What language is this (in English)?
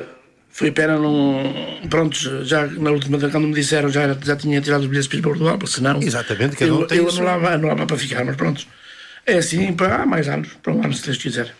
Portuguese